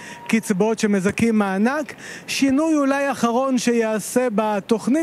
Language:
Hebrew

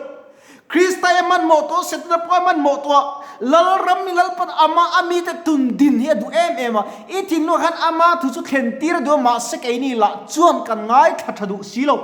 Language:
Mizo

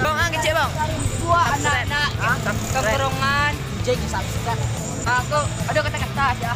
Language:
Minangkabau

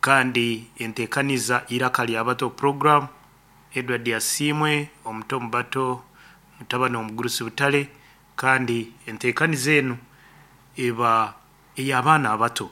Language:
Nyankole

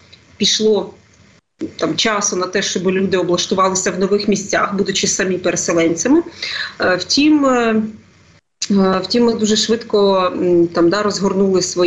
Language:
Ukrainian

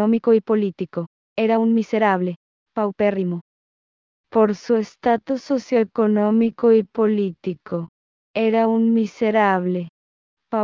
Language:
Spanish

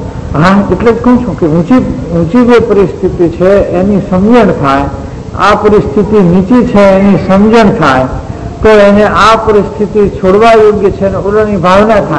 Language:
Gujarati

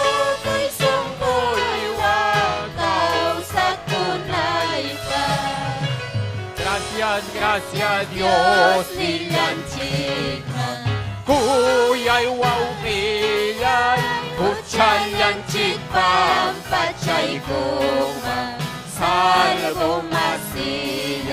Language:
Ayacucho Quechua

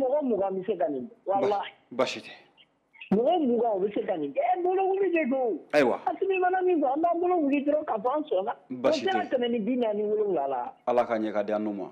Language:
Bambara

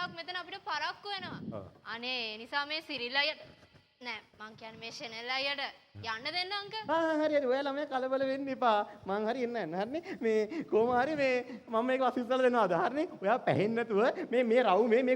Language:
Sinhala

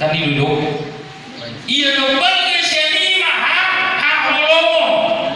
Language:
Batak Toba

